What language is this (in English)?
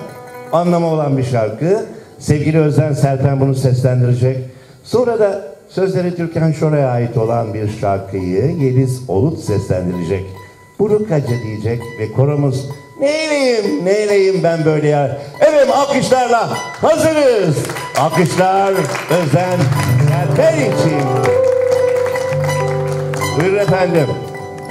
Turkish